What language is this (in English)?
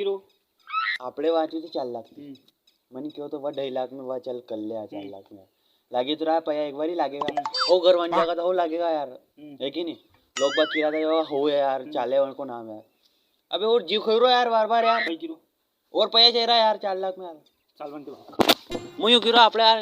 Rajasthani